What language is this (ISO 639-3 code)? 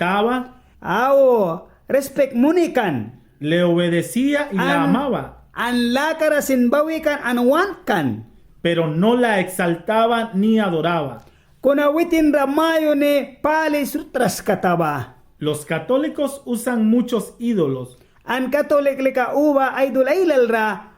miq